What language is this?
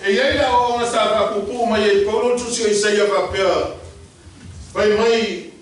Samoan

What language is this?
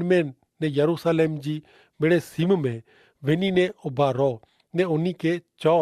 Kachhi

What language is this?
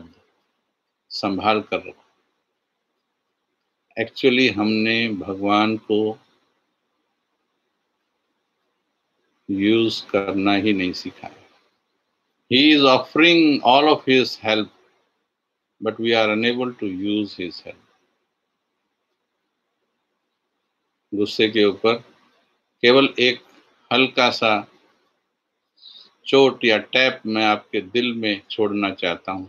Hindi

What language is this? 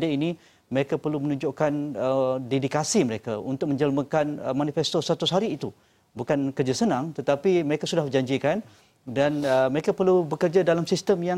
Malay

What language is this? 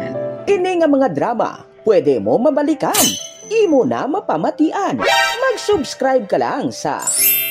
Hiligaynon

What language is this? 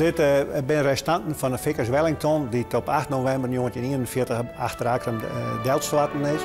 Western Frisian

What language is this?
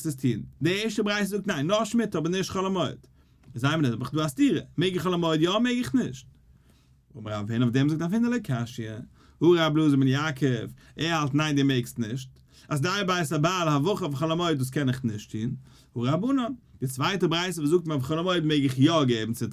Yiddish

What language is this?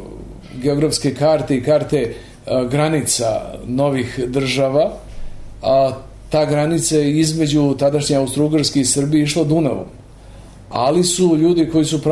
Serbian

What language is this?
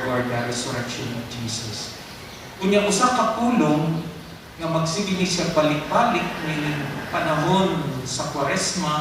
Cebuano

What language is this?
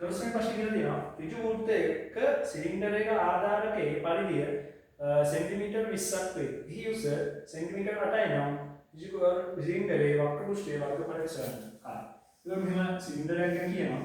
Sinhala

